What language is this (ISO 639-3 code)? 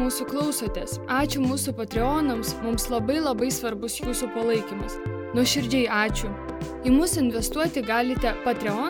lit